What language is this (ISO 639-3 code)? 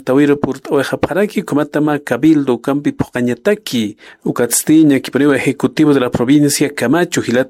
aym